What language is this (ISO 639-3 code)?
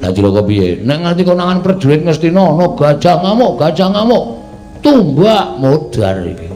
jav